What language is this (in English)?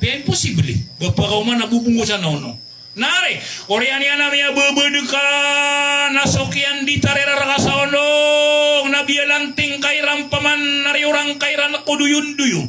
Maranao